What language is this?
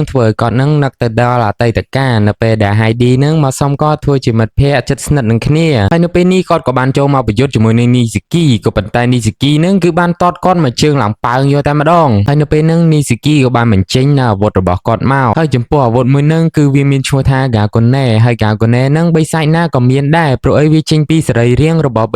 Khmer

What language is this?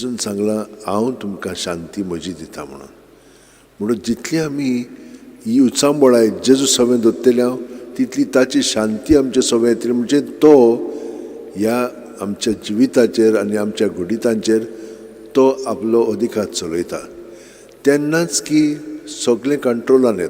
Konkani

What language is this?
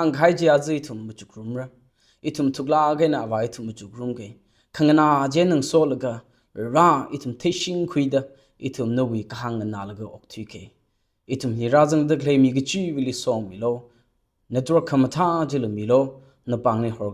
Tangkhul Naga (India)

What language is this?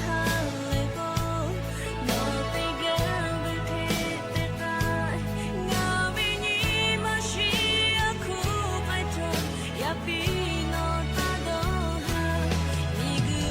Lahu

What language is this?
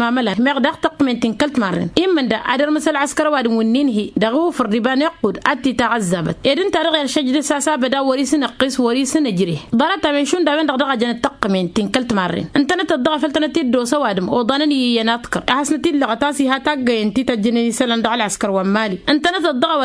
Tamasheq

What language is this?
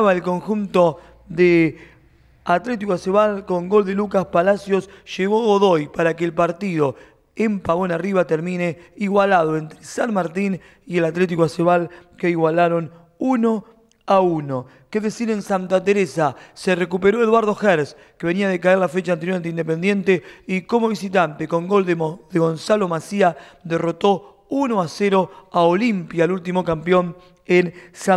Spanish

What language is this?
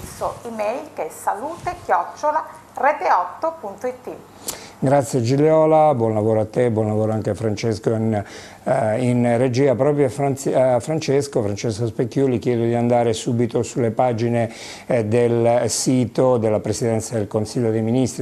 Italian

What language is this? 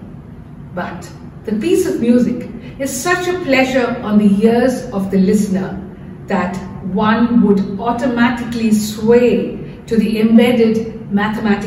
English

